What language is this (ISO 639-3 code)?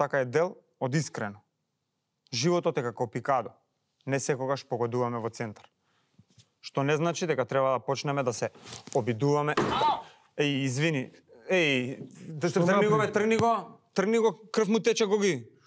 mkd